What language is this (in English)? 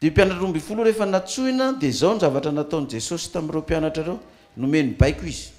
Malagasy